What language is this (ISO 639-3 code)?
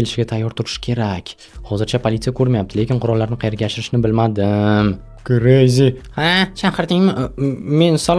uzb